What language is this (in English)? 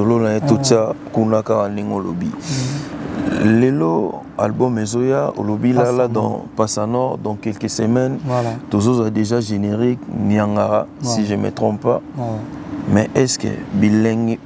Lingala